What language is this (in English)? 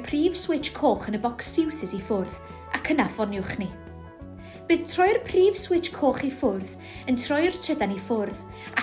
Welsh